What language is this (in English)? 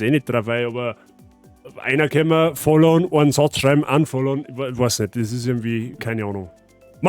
Bavarian